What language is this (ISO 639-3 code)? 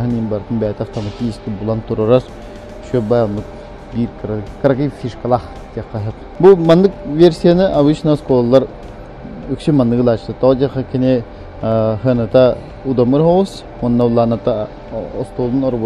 sah